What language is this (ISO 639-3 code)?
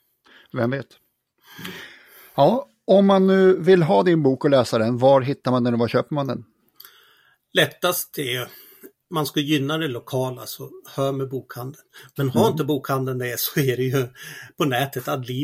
swe